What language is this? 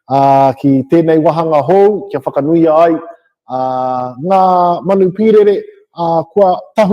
Māori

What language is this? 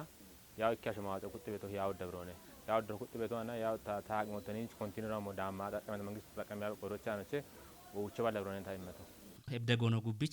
Kafa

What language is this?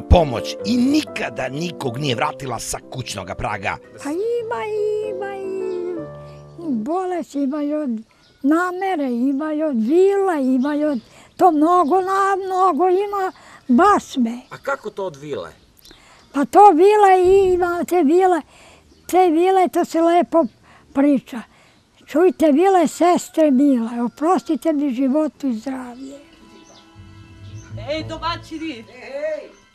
Serbian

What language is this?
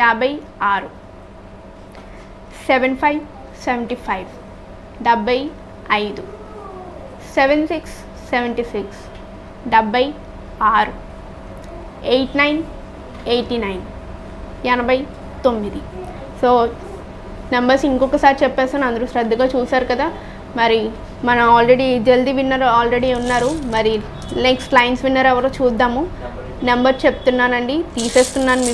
Telugu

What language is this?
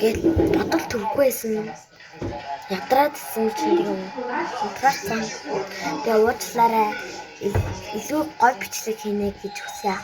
Mongolian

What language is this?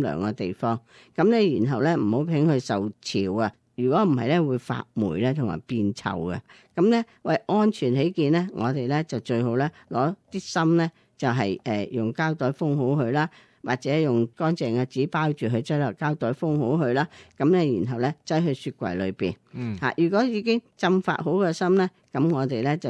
Cantonese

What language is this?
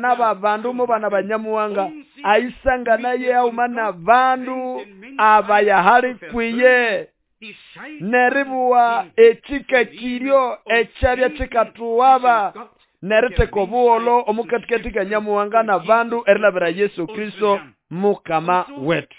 Nande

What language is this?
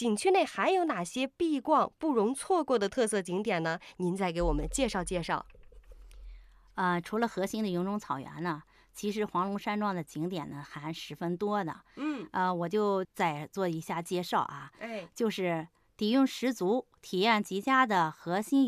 Chinese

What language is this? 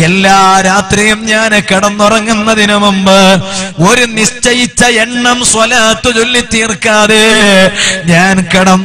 Malayalam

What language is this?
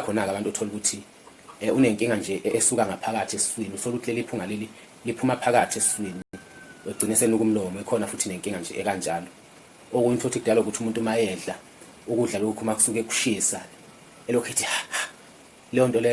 Zulu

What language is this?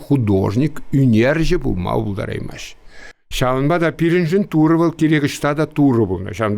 Chuvash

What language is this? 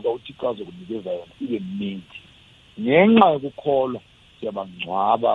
South Ndebele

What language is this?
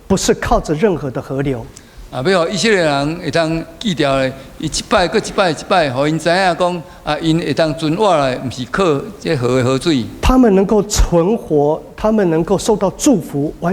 Min Nan Chinese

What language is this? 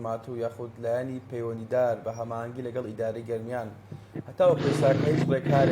Central Kurdish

